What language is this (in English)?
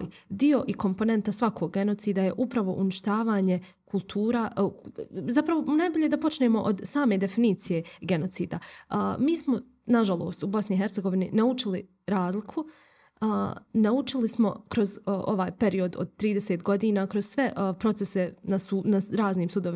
Bosnian